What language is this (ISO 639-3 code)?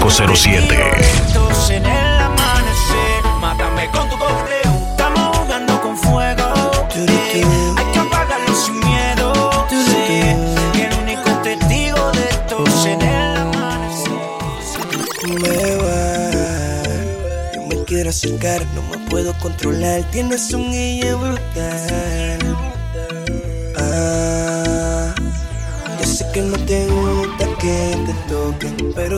spa